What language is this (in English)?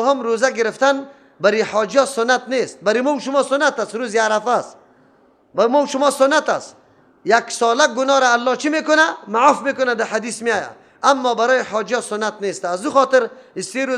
Persian